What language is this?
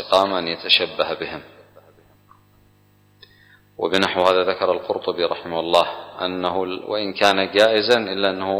Arabic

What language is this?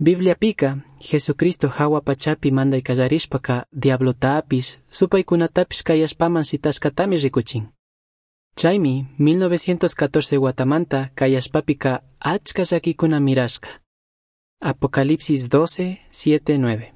Chimborazo Highland Quichua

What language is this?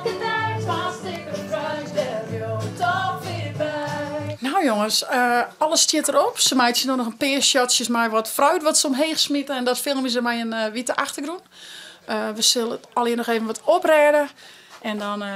Western Frisian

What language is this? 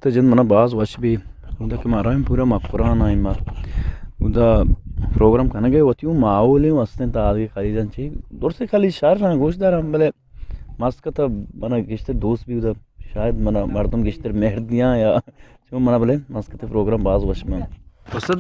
Eastern Balochi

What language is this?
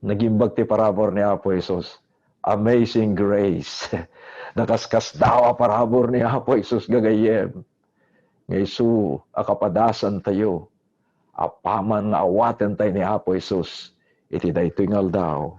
Iloko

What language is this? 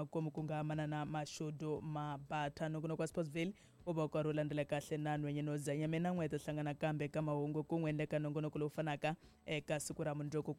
Tsonga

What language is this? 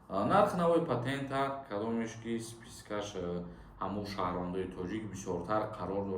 Tajik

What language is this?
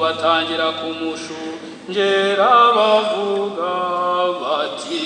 Kinyarwanda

